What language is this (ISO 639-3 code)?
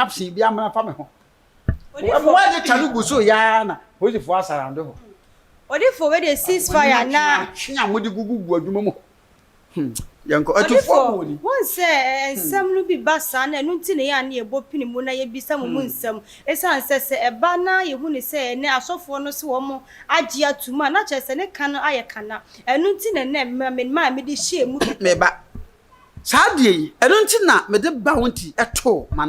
aka